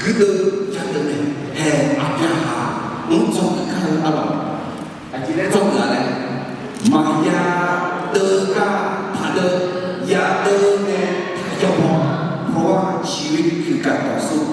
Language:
Akha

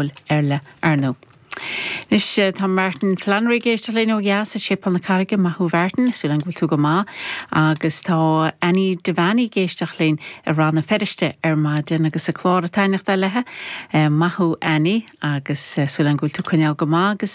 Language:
Irish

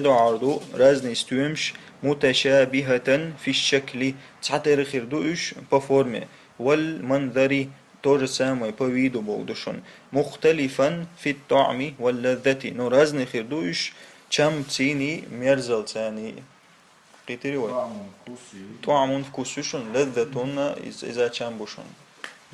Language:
Chechen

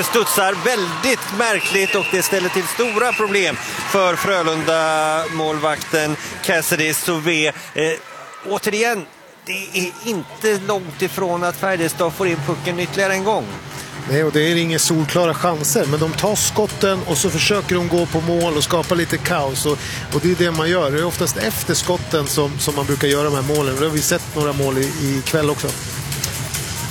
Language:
Swedish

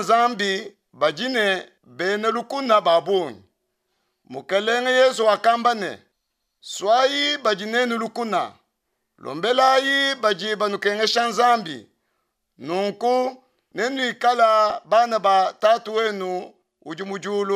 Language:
Luba-Lulua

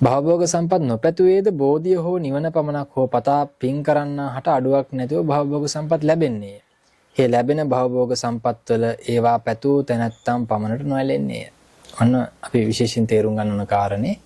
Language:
Sinhala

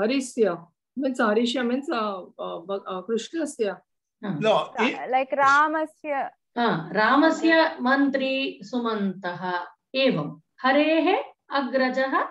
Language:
Sanskrit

